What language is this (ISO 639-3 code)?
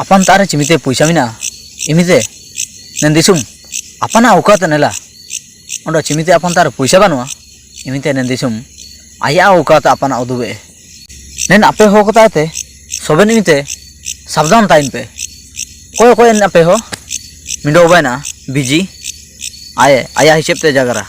hoc